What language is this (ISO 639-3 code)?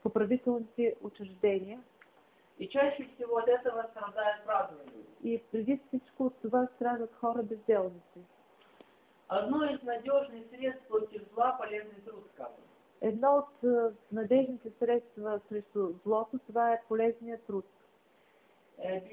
bul